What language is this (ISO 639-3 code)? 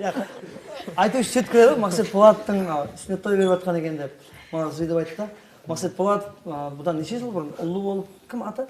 kaa